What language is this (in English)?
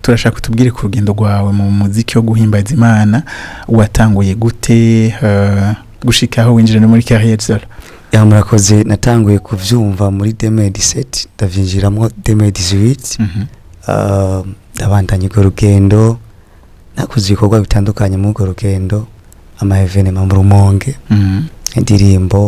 Rundi